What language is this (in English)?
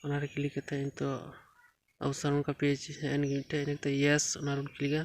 Santali